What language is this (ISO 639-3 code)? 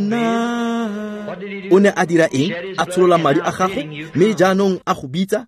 tsn